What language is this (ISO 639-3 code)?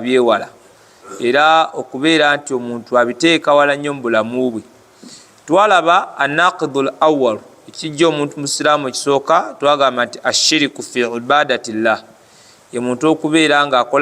lug